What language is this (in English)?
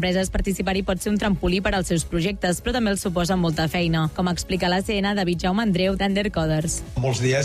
Catalan